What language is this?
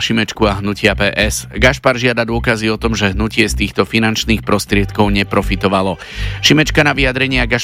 Slovak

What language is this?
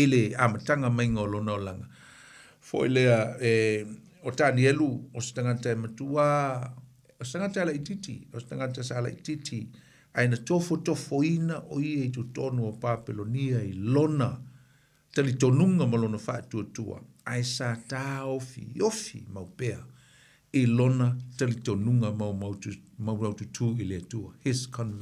Samoan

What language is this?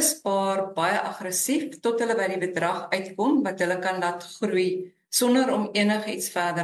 Afrikaans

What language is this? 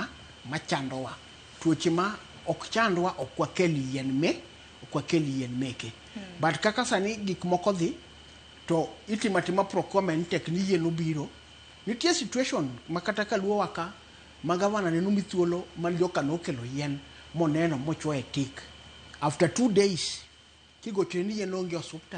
Luo (Kenya and Tanzania)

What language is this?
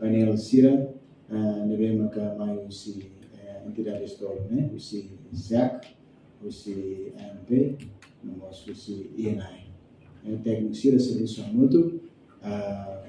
Tetum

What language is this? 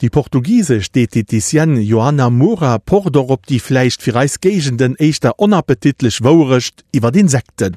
Luxembourgish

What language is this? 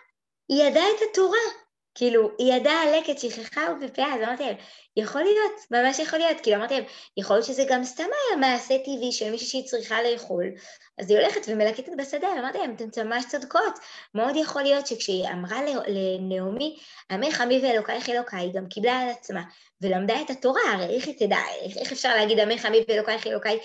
Hebrew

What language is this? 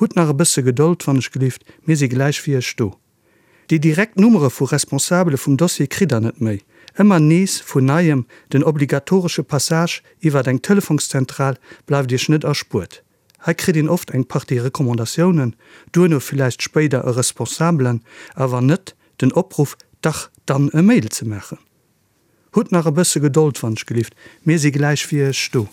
Luxembourgish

